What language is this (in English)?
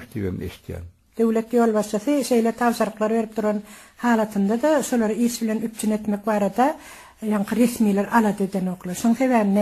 Turkmen